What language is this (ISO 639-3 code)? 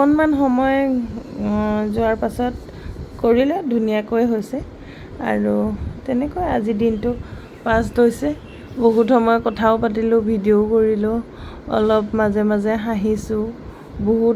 asm